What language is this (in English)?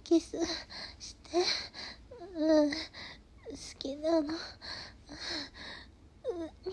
Japanese